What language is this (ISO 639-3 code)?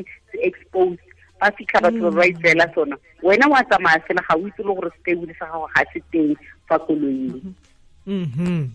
tsn